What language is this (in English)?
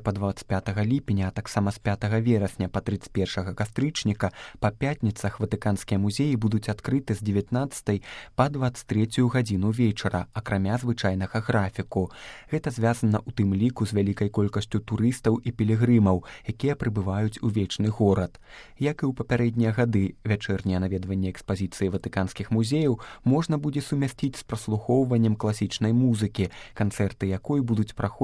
Belarusian